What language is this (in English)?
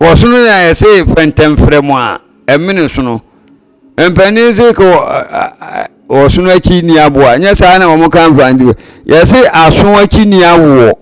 Akan